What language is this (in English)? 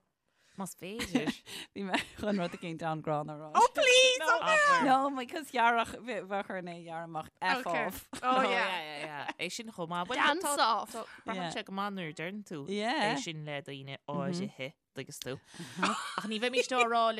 Irish